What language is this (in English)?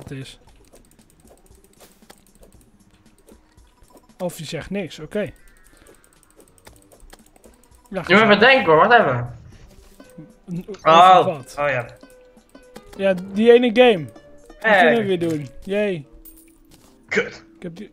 Dutch